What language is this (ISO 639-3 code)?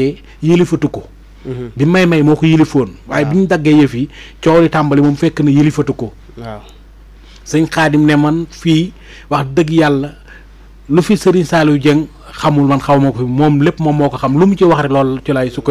wol